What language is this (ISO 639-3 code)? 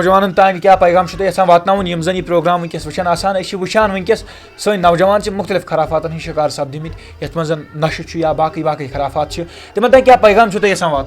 kas